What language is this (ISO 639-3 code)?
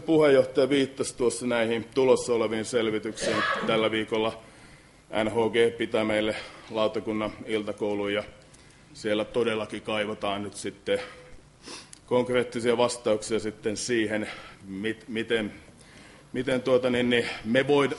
fin